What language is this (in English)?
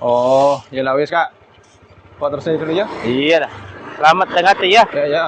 Madurese